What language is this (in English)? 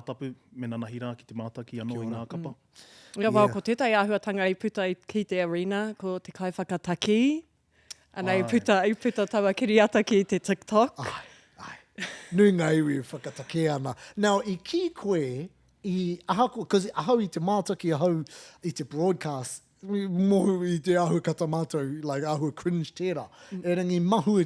Māori